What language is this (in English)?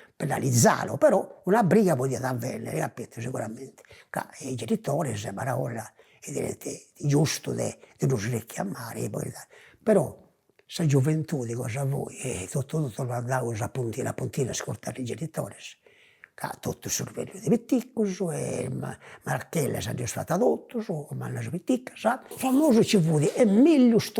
Sardinian